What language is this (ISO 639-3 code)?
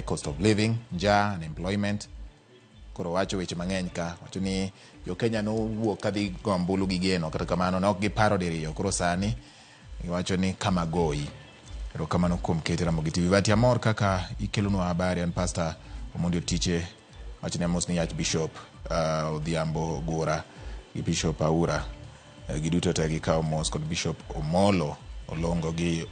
luo